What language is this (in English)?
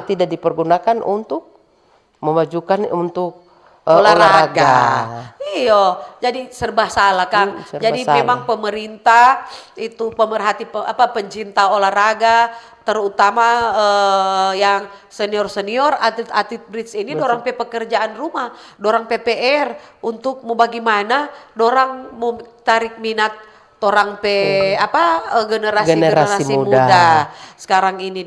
Manado Malay